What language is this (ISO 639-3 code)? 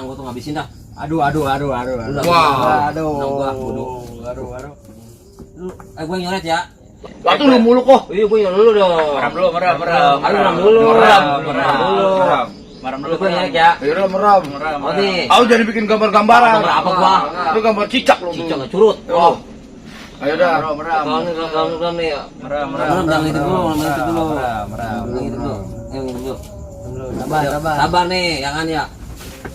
bew